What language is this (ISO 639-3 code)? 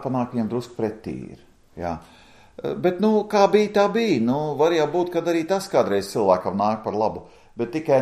lav